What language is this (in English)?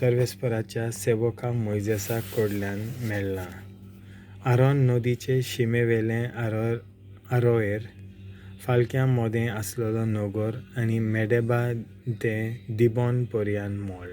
Konkani